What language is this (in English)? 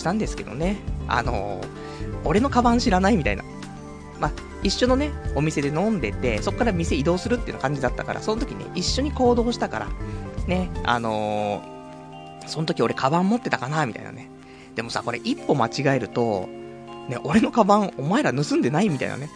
Japanese